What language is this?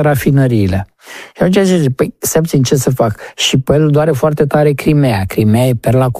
Romanian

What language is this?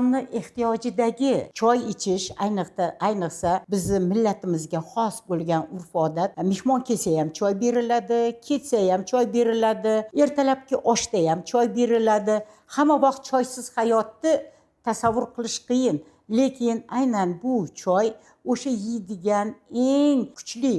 Uzbek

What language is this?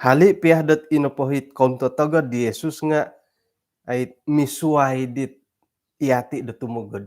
Central Dusun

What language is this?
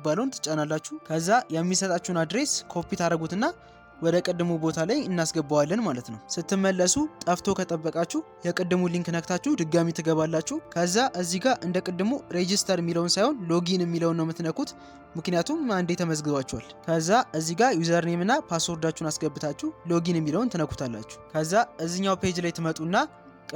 Amharic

